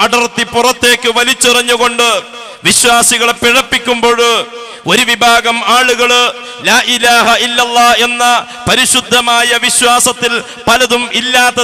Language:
Malayalam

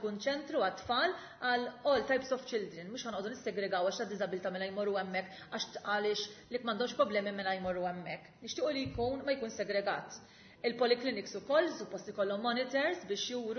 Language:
Maltese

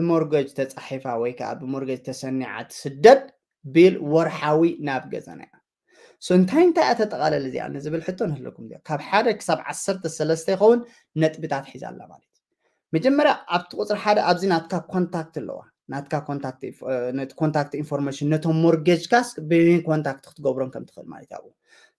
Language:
Tigrinya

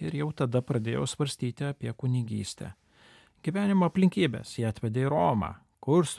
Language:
Lithuanian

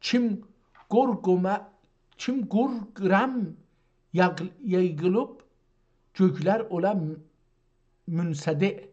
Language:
South Azerbaijani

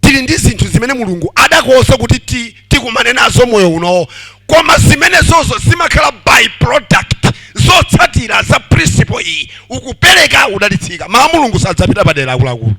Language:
Nyanja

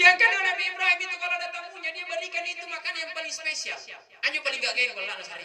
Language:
Makasar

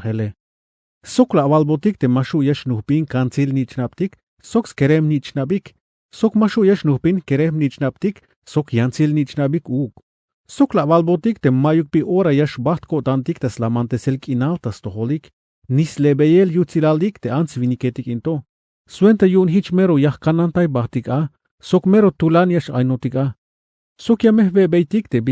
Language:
Tzeltal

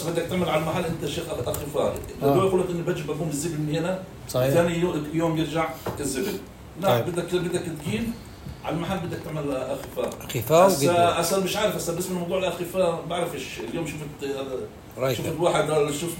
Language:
North Levantine Arabic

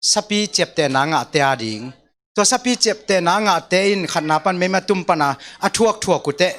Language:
Tedim Chin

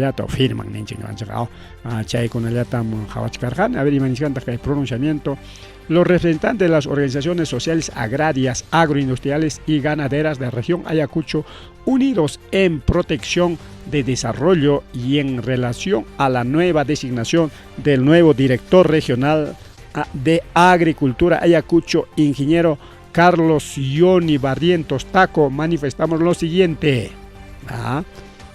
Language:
Ayacucho Quechua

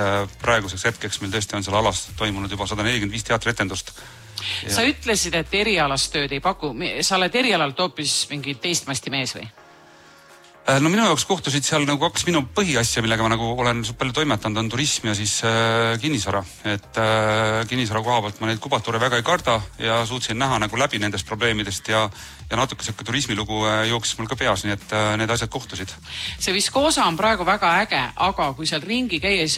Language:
Estonian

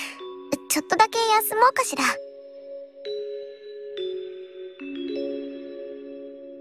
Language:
Japanese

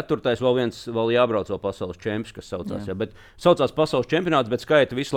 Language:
Latvian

